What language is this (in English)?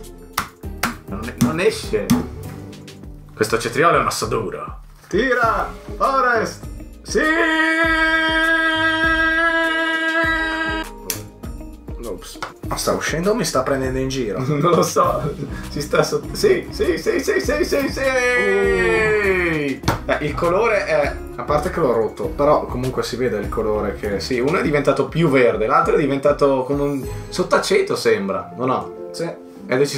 Italian